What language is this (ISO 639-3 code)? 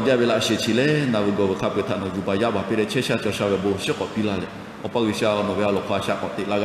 lhu